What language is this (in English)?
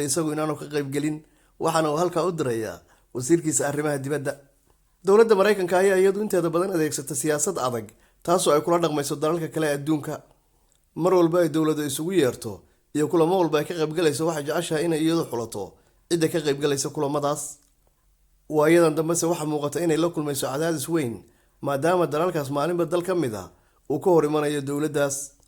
Somali